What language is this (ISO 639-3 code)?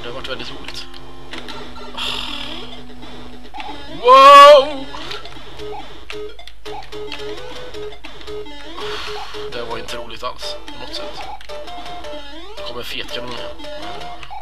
swe